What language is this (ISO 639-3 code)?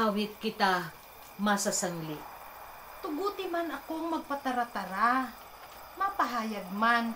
bik